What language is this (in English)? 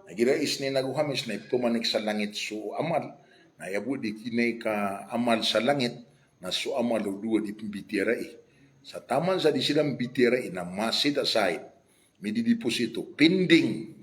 Maranao